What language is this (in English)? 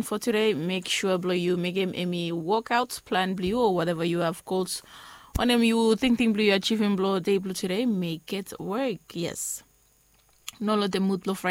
Bislama